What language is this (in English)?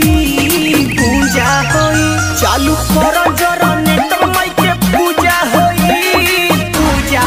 Bhojpuri